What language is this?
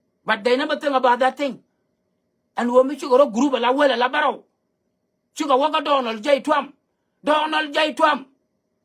Nuer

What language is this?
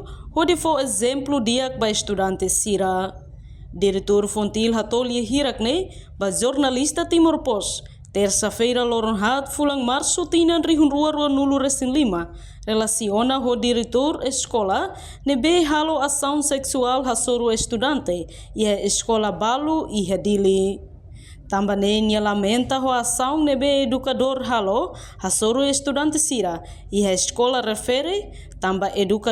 Tetum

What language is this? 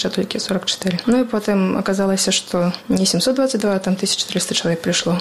Belarusian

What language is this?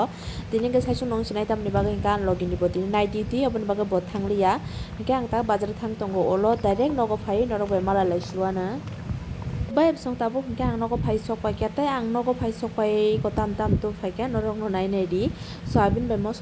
Kok Borok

